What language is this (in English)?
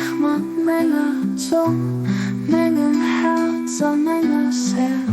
Luxembourgish